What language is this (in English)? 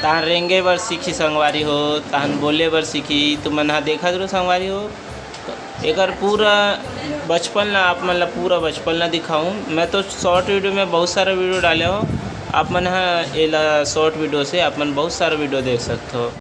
Chhattisgarhi